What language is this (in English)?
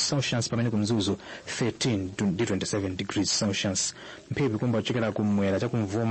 Nyanja